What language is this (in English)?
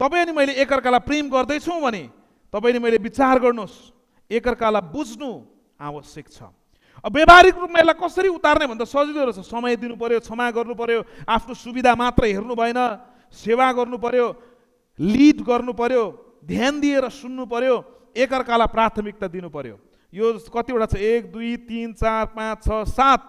Nepali